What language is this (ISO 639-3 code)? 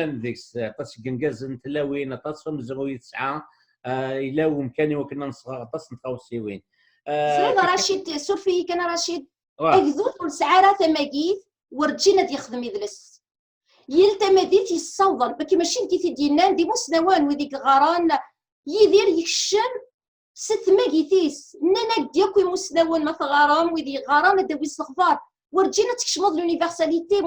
kab